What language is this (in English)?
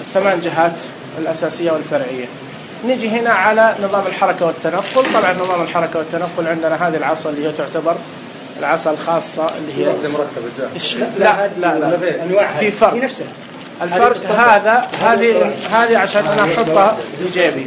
Najdi Arabic